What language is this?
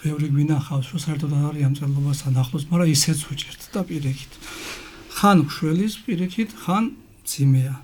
Georgian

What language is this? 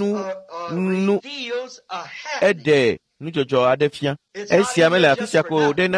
Ewe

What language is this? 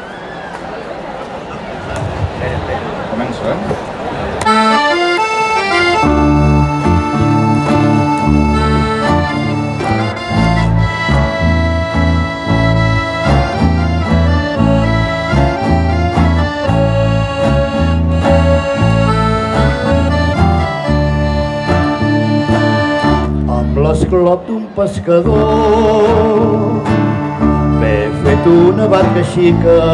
Catalan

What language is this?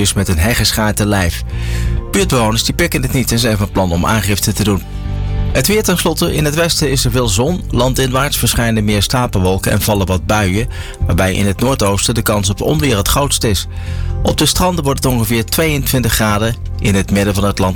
Dutch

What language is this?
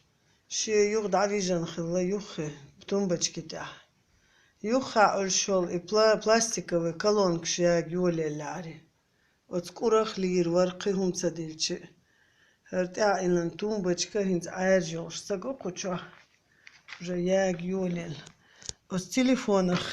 Chechen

